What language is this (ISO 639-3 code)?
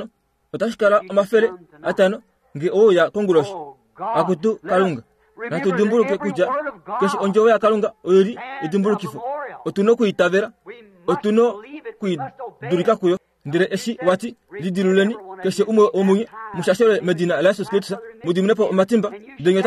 kua